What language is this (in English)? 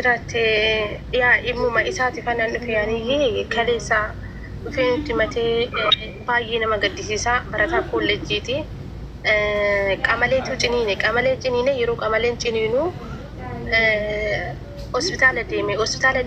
Oromo